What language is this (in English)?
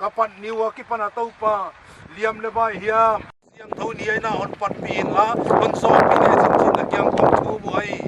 Paite Chin